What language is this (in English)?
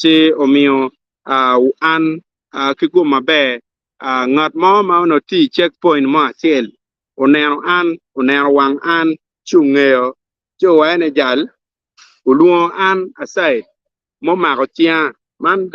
Acoli